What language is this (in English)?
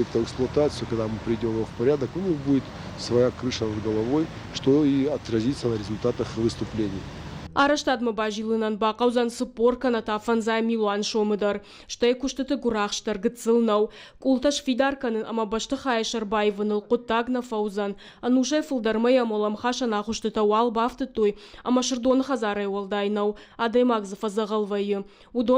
Ossetic